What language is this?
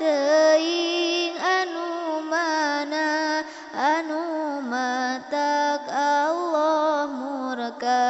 Sundanese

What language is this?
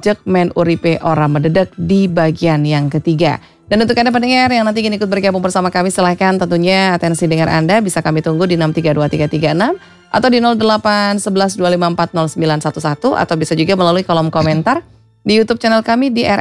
Indonesian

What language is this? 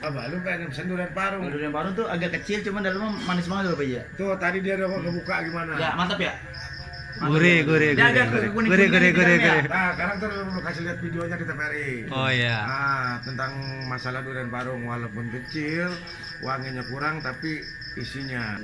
Betawi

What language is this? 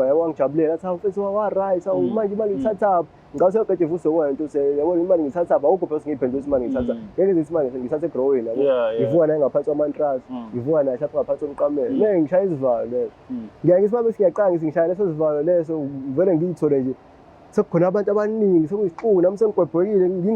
Zulu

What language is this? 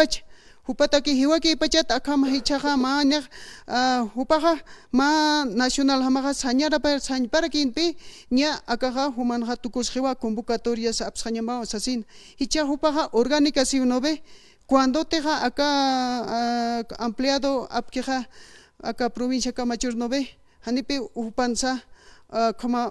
Aymara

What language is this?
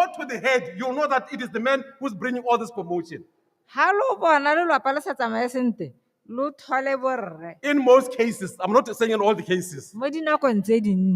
Tswana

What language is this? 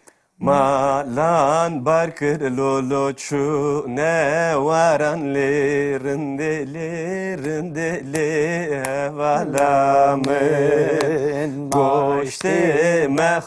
Kurdish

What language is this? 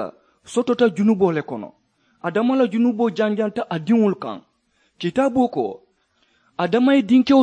Mandingo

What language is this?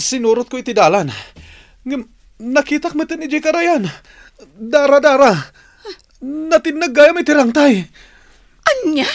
Iloko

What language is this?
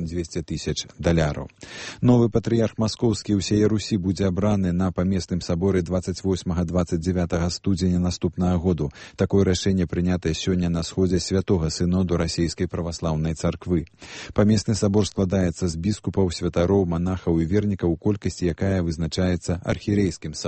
Belarusian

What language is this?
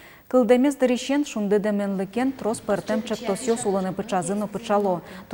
Udmurt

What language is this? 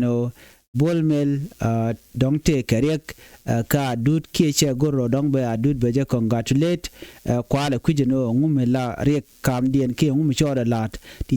Nuer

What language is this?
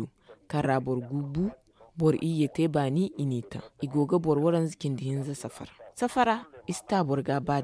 Zarma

